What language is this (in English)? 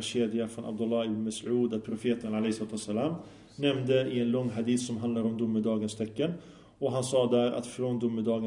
Swedish